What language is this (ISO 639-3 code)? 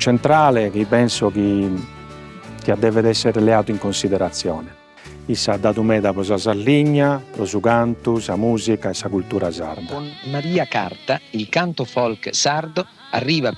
srd